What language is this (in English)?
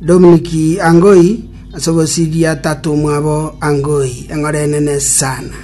Gusii